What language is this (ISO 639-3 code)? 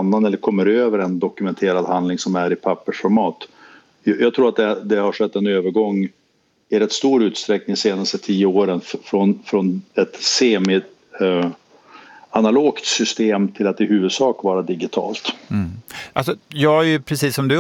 swe